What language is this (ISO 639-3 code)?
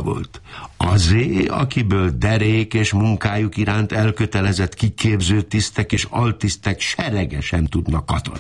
hun